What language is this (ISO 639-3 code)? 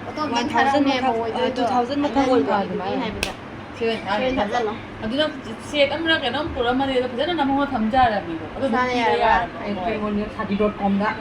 mni